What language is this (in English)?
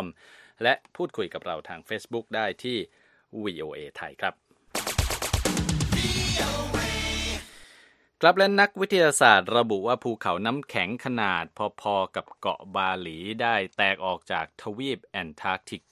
Thai